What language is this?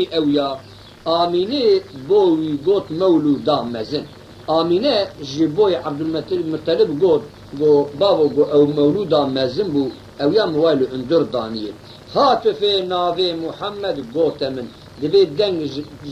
Kurdish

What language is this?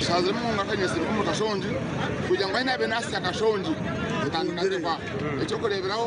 Nyankole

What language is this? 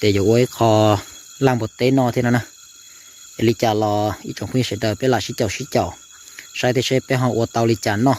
Hmong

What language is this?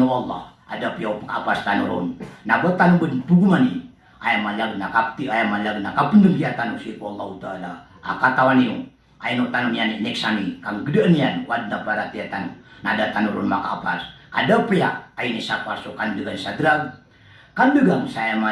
Maranao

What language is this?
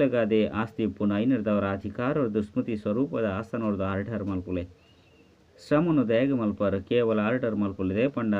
Tulu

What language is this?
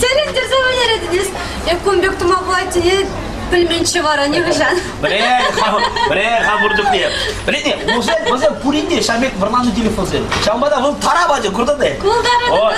Chuvash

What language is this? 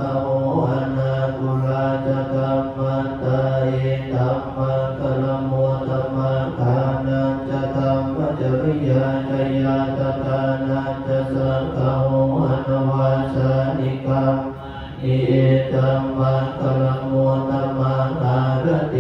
Pali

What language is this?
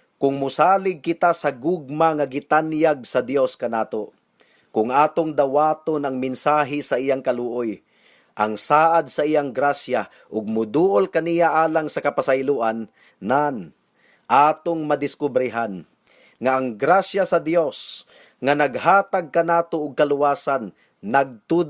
Cebuano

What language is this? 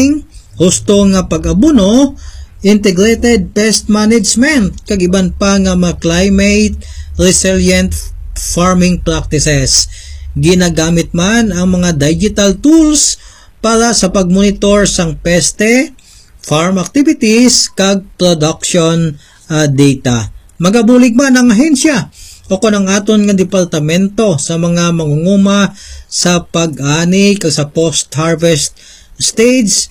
Hiligaynon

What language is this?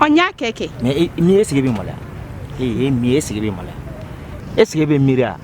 Bambara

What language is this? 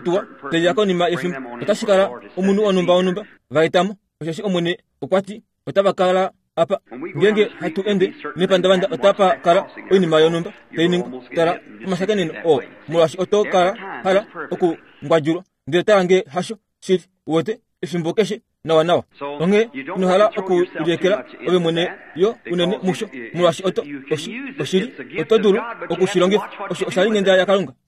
Kuanyama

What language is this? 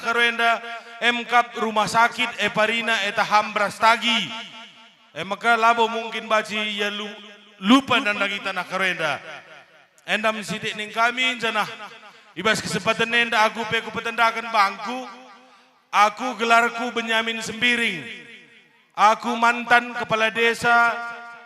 Batak Karo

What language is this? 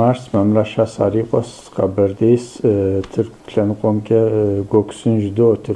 Kabardian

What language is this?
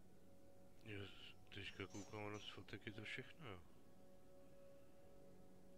Czech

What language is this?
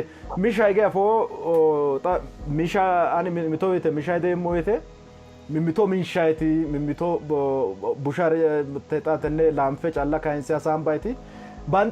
Sidamo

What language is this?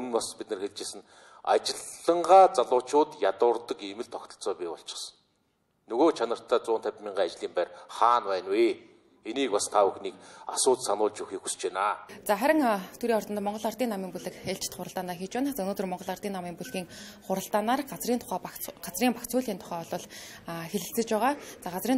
Mongolian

